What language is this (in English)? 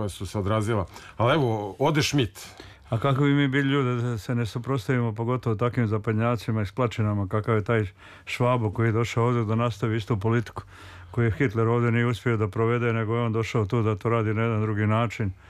Serbian